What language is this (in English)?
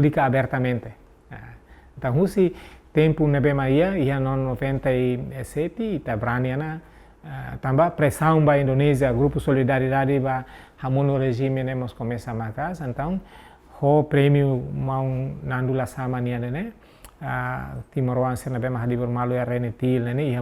Tetum